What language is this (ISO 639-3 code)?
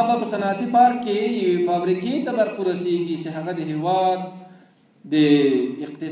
pus